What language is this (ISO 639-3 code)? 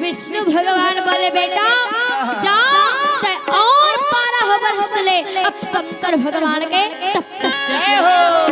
hne